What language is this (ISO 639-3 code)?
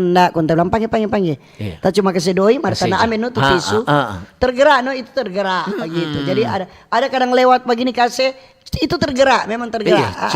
xmm